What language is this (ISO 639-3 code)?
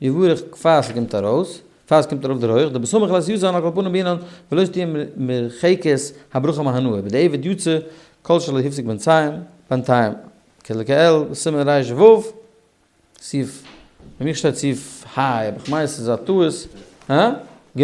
yid